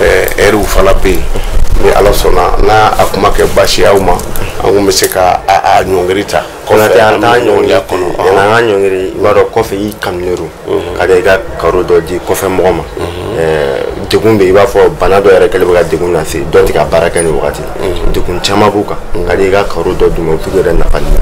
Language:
Bambara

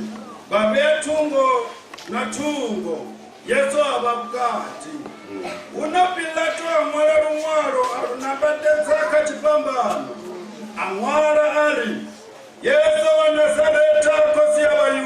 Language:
Venda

